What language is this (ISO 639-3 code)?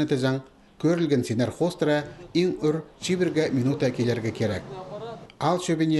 kjh